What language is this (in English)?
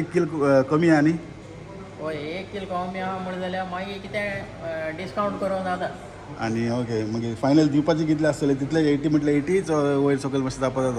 Konkani